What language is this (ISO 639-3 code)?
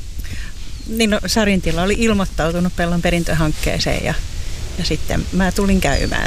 fin